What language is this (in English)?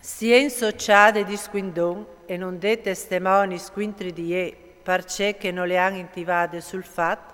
Friulian